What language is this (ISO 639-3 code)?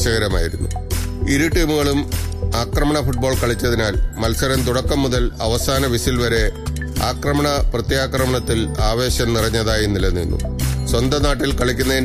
mal